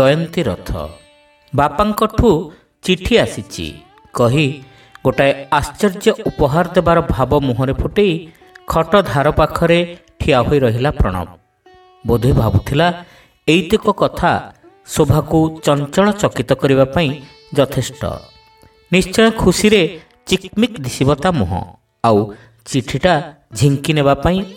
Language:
Odia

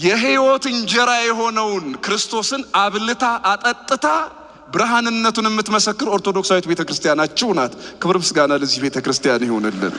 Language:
Amharic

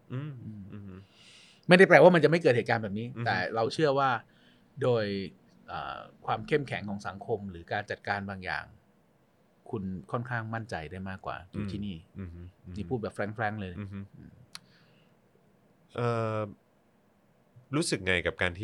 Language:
Thai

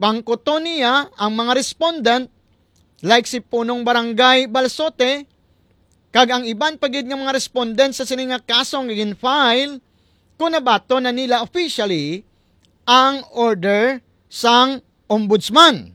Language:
Hiligaynon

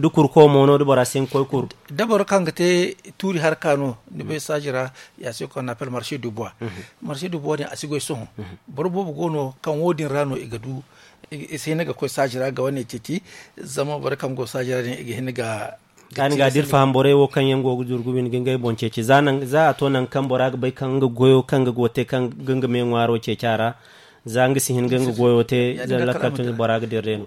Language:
Zarma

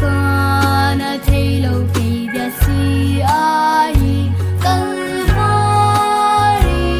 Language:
Paite Chin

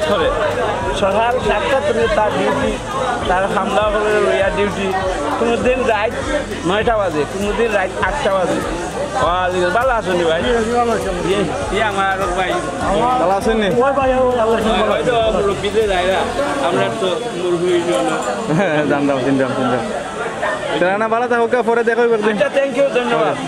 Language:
Sylheti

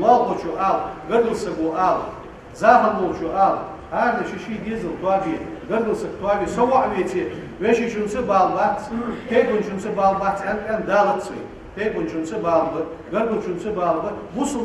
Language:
Ingush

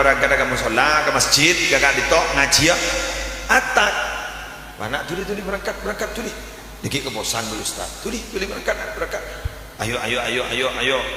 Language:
Madurese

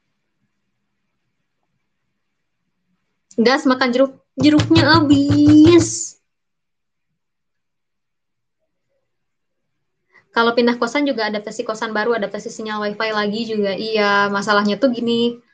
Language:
Indonesian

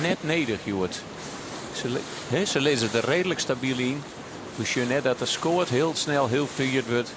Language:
Western Frisian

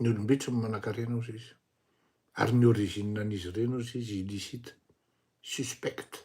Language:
Malagasy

